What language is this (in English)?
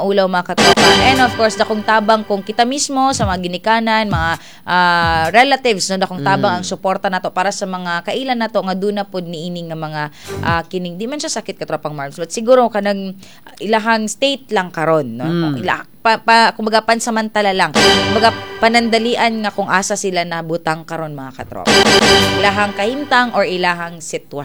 Cebuano